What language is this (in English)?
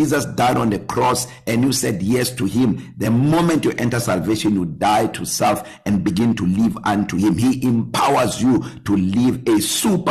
English